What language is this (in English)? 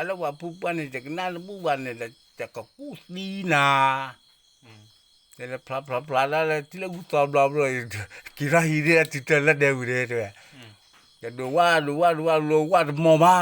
S'gaw Karen